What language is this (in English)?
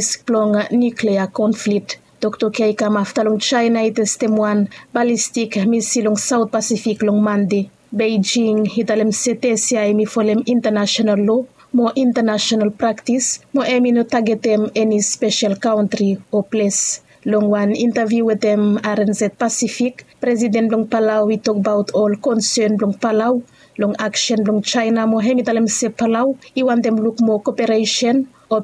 Bislama